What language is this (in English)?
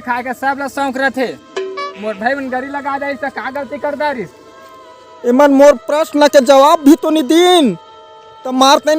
Chhattisgarhi